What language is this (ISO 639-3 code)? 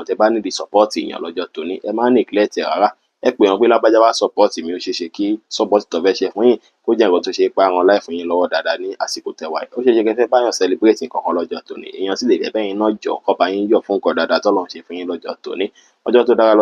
yor